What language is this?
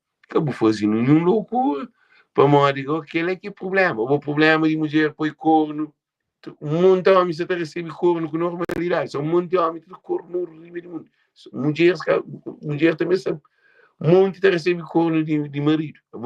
Kabuverdianu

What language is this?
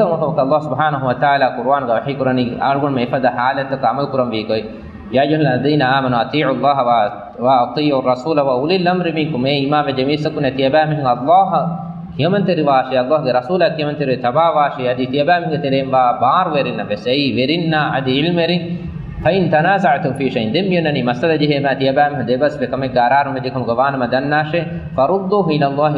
Divehi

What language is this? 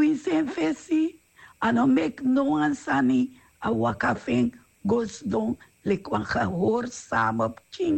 Sranan Tongo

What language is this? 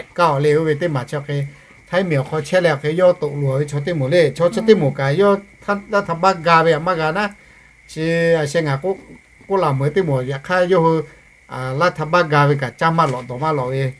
Lahu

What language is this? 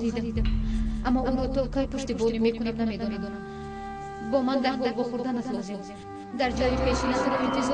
Tajik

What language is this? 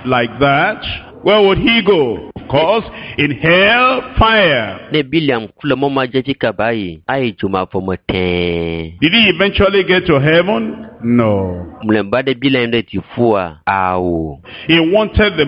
Ewe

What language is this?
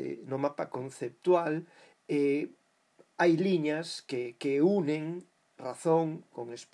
Galician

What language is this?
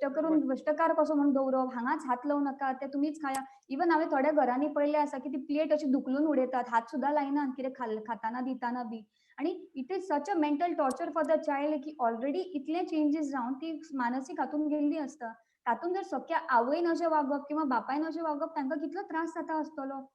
Konkani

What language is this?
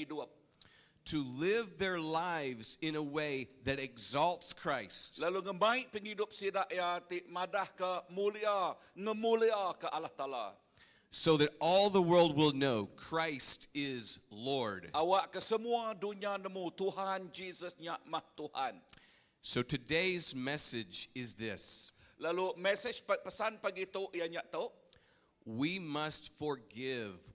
Iban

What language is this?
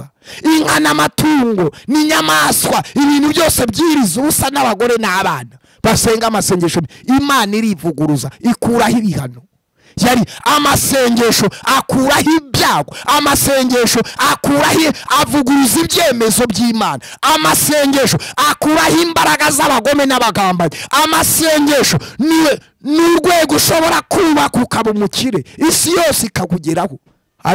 Kinyarwanda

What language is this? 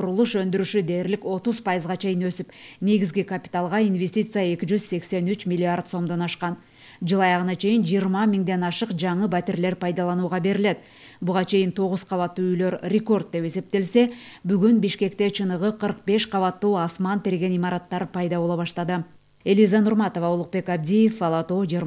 Kyrgyz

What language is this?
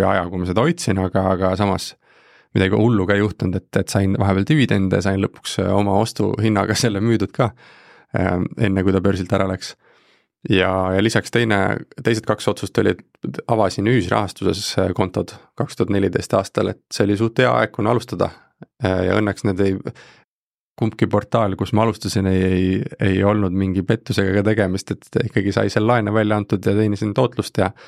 Estonian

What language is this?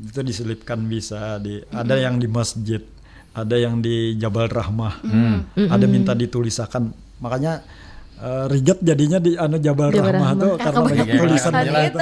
Banjar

